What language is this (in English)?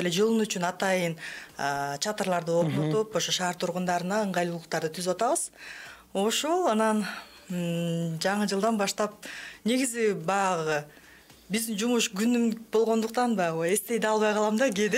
Kyrgyz